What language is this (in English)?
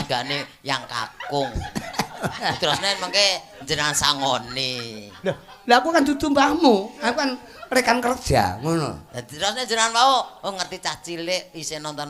Javanese